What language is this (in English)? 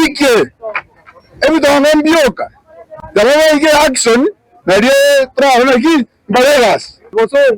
Gusii